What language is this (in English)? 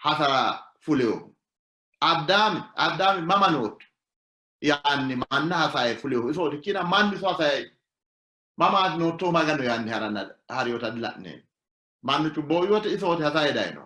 Sidamo